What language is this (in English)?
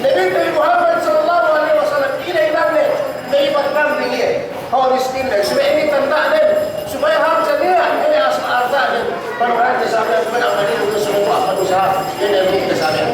Yakan